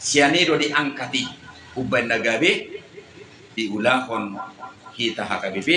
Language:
Batak Toba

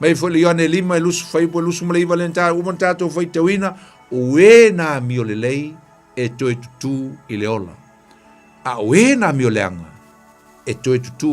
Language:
Samoan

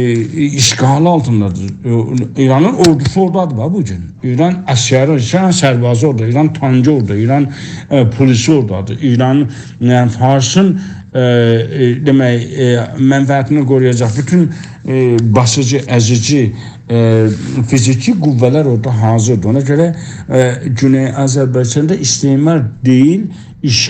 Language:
South Azerbaijani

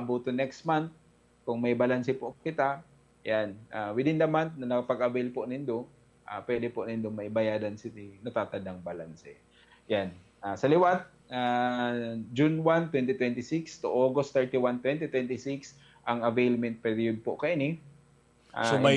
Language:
Bikol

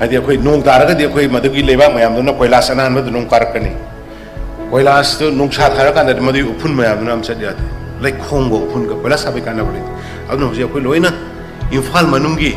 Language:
Manipuri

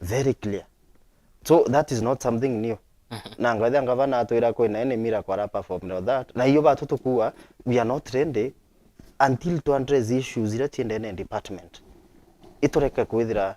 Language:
Meru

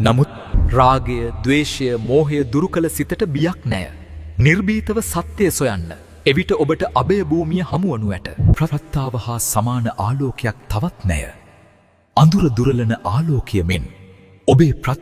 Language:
Sinhala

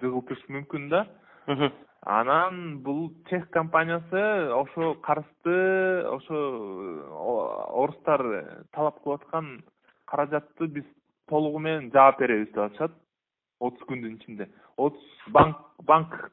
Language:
Kyrgyz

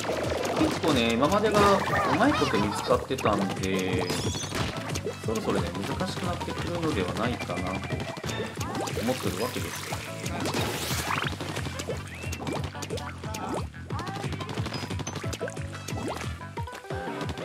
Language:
Japanese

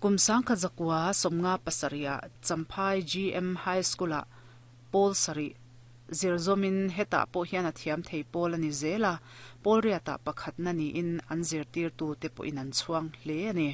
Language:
Mizo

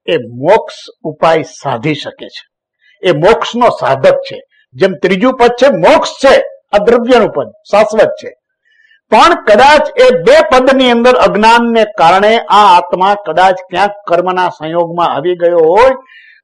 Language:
Gujarati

